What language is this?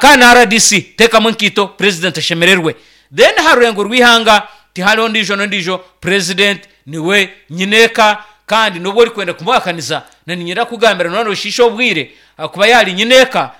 Nyankole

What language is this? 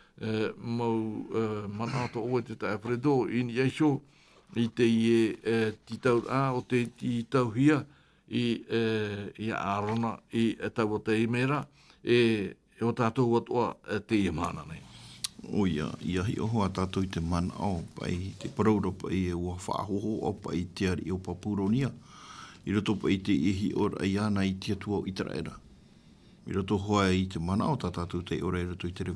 Tahitian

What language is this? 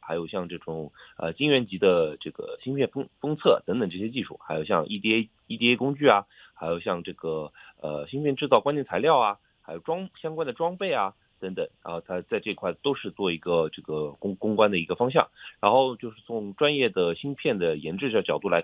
Chinese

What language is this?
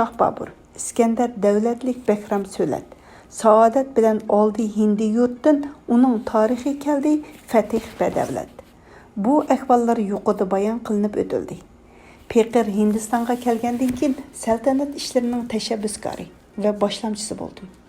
Uyghur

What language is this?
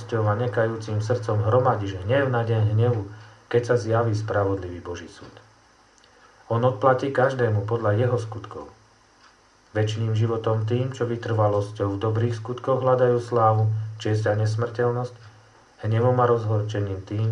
Slovak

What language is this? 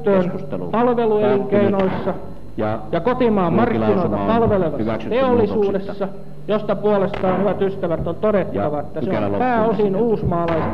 Finnish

